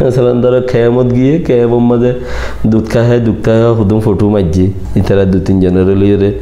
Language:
Rohingya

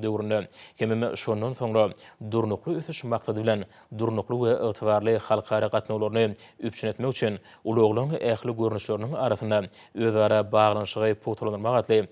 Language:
Turkmen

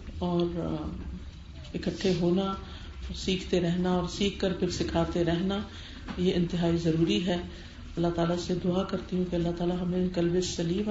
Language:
Urdu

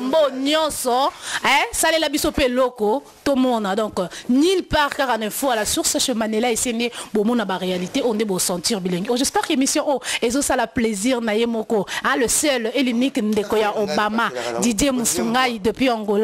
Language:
Lingala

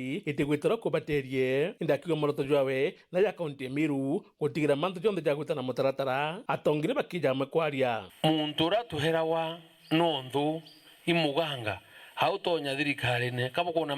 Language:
Meru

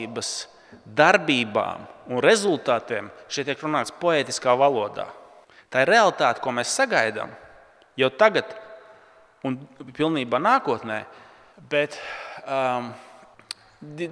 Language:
Latvian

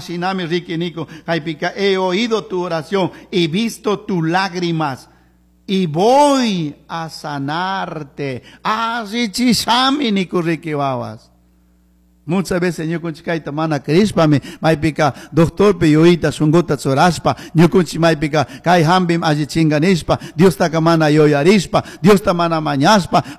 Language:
Chimborazo Highland Quichua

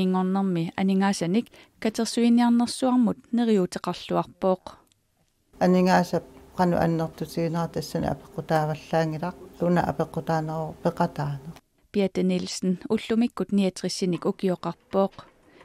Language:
Kalaallisut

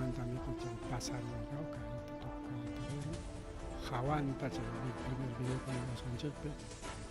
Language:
Ayacucho Quechua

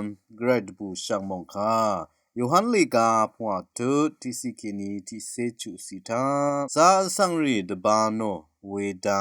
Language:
Rawang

